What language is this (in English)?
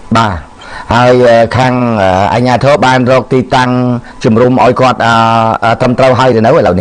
Khmer